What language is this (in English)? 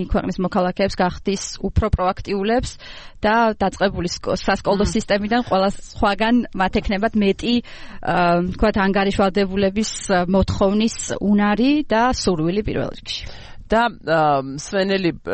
Georgian